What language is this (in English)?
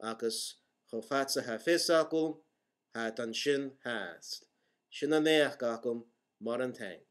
Scottish Gaelic